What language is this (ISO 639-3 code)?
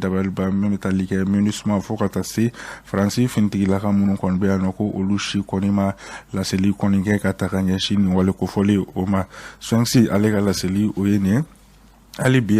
bam